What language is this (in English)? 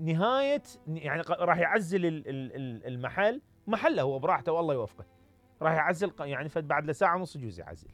Mesopotamian Arabic